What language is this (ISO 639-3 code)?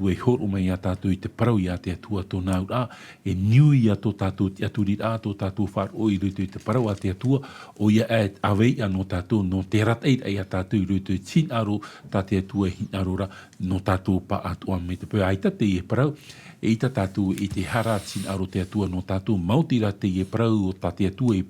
tah